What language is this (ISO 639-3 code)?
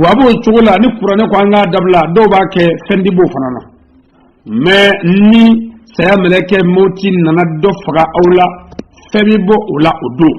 bam